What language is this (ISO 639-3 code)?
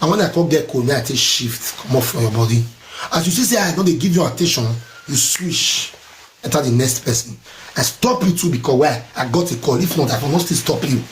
pcm